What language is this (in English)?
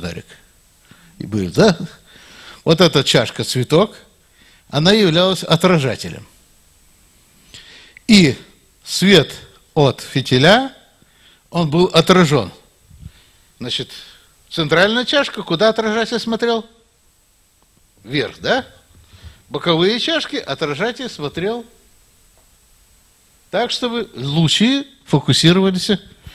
Russian